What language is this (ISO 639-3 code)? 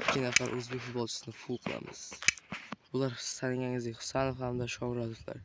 uzb